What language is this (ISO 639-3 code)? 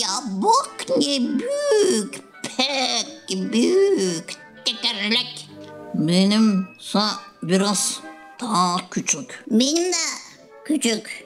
gag